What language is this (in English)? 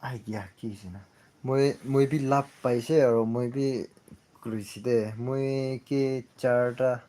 Naga Pidgin